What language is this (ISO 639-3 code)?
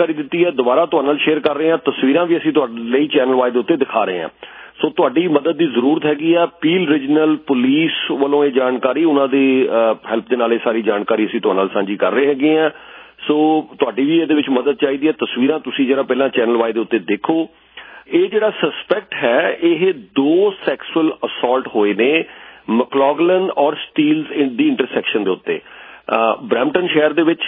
pan